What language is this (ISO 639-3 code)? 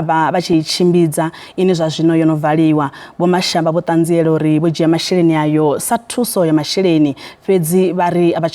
ven